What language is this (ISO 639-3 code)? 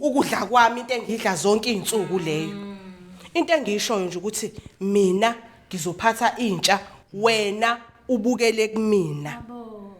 zul